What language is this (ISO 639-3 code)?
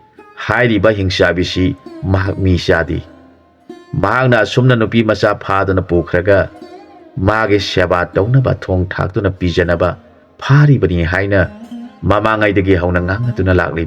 mni